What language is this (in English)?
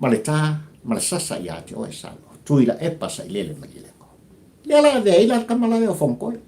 Samoan